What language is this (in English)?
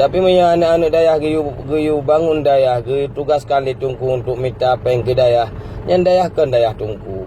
Achinese